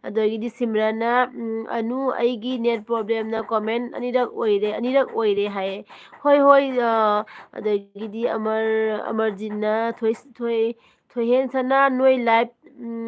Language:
Manipuri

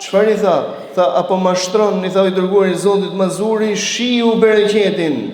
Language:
Albanian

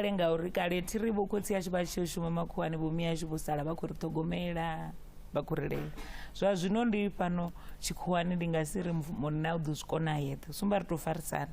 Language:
Venda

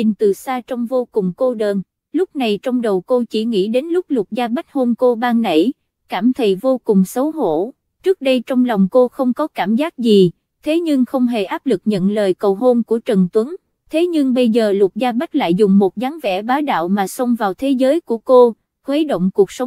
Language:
Vietnamese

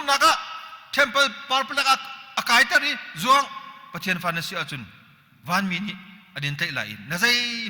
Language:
Hakha Chin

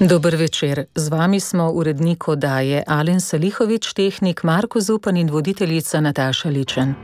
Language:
Slovenian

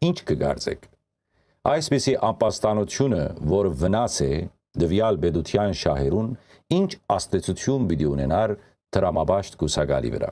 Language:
Western Armenian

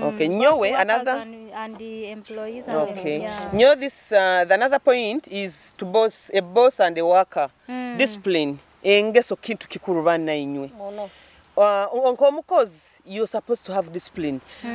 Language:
Nyoro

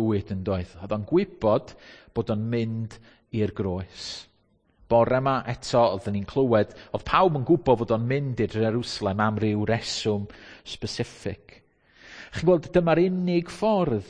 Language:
Welsh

